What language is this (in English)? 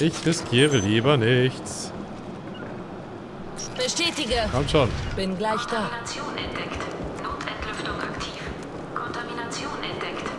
German